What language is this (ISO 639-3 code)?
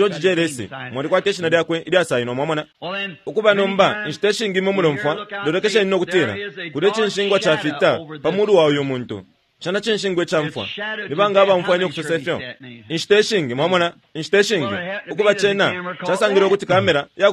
bem